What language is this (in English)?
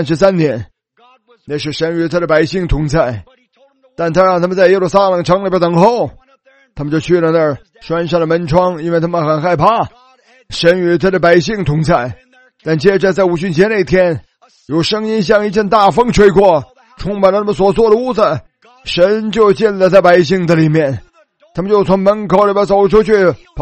Chinese